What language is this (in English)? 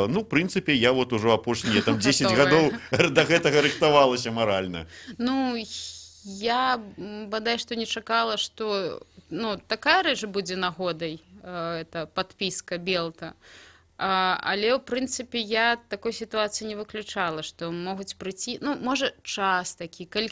Belarusian